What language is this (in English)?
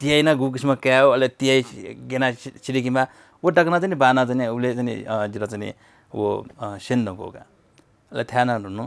Newari